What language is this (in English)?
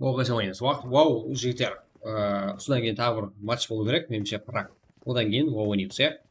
Kara-Kalpak